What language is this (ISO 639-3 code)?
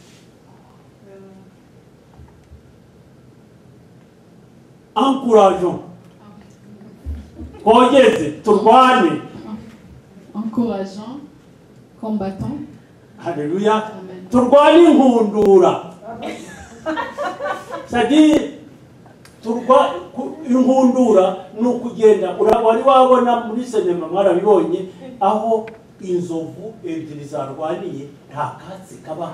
kin